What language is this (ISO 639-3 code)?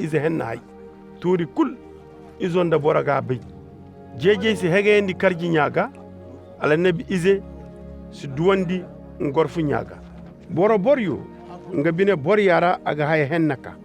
ses